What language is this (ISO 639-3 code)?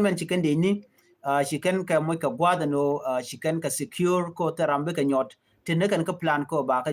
nus